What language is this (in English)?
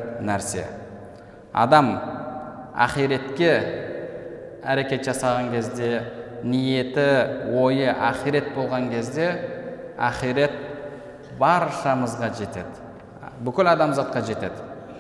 Kazakh